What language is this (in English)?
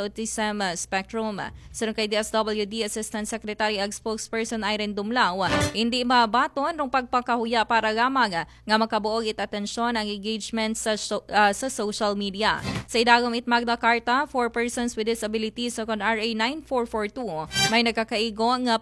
Aklanon